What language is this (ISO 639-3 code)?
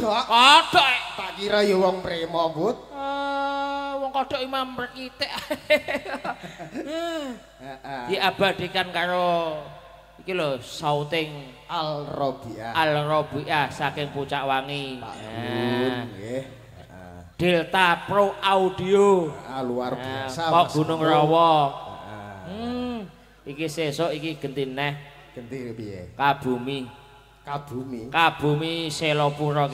jav